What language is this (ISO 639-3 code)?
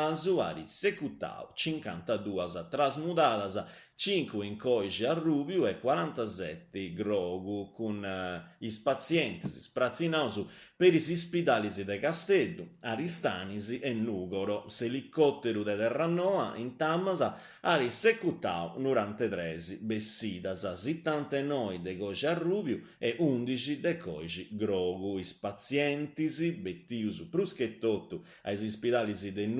srd